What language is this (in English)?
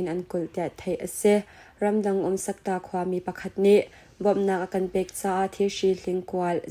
Hakha Chin